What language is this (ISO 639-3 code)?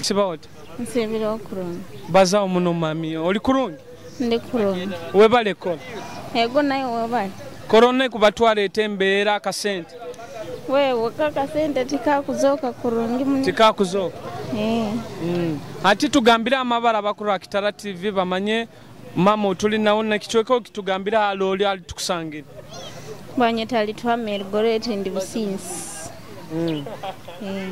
nyo